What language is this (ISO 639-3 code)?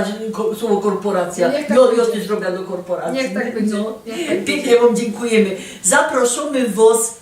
szl